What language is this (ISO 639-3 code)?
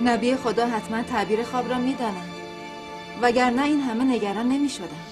tgk